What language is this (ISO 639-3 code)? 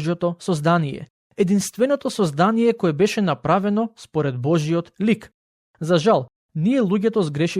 mkd